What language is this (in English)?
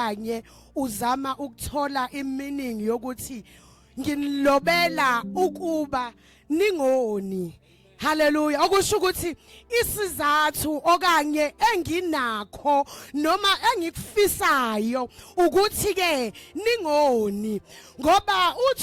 Zulu